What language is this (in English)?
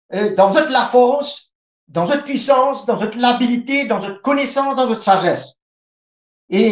Morisyen